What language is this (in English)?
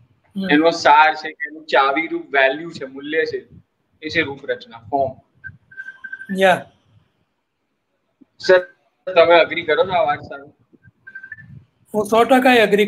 Gujarati